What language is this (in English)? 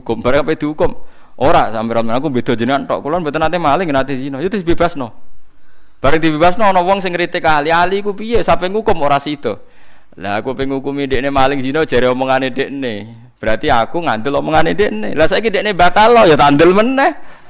Javanese